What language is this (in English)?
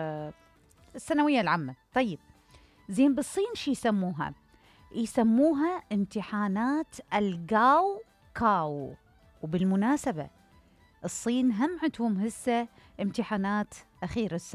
Mesopotamian Arabic